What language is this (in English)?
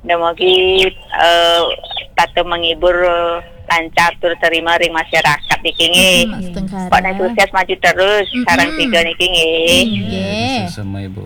Balinese